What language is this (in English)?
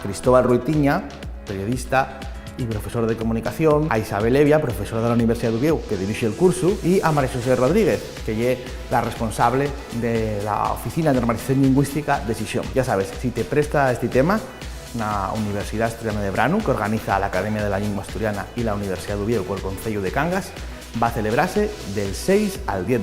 Asturian